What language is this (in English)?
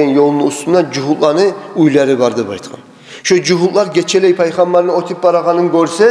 Kumyk